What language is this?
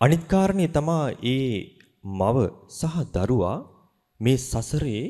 Sinhala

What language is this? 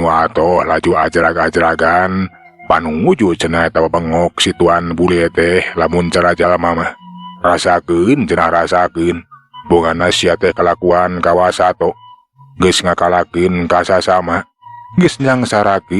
Sundanese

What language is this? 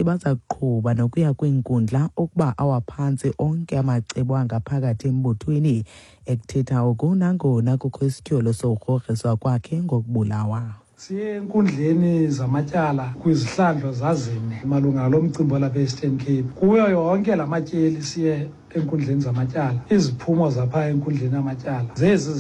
Xhosa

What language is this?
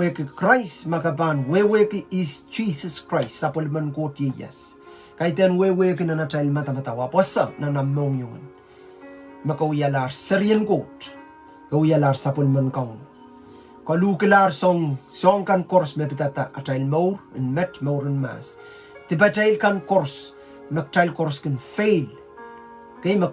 Pohnpeian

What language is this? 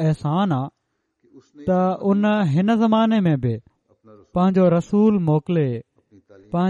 Sindhi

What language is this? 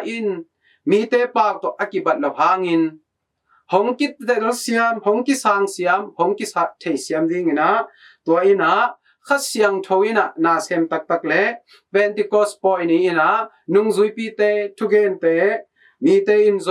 Tedim Chin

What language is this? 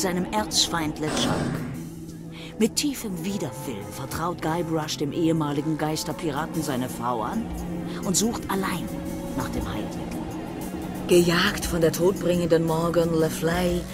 German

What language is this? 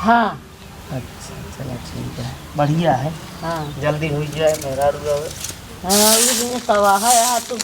Awadhi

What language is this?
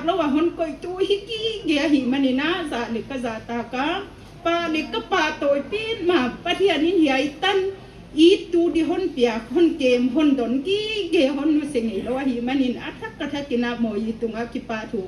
Paite Chin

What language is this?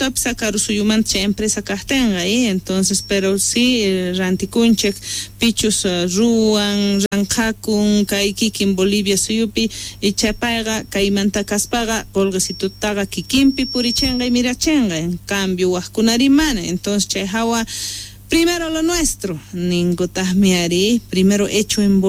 South Bolivian Quechua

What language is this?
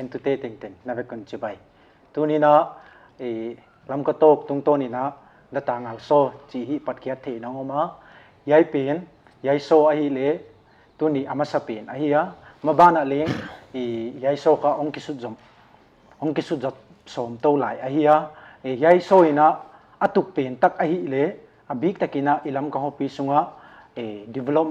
Paite Chin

